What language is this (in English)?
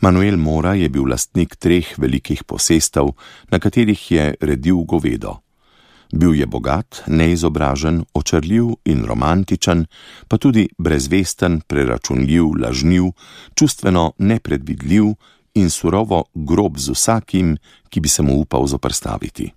Slovenian